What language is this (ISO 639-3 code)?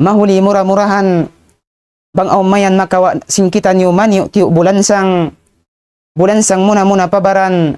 tsg